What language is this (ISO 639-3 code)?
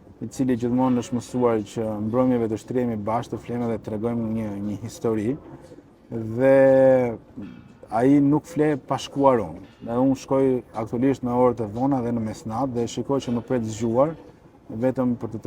sqi